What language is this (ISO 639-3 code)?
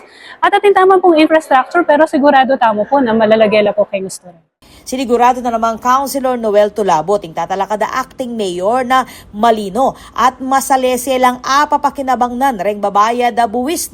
pam